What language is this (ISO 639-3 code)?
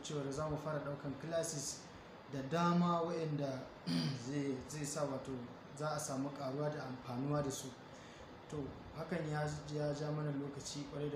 hau